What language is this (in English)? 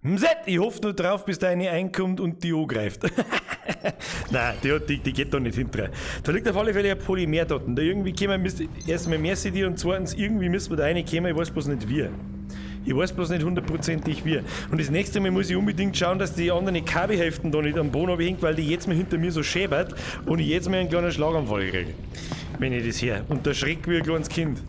Bavarian